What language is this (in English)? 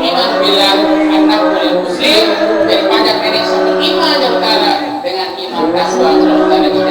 Sasak